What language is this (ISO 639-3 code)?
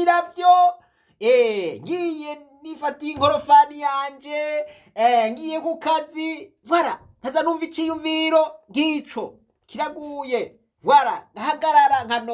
run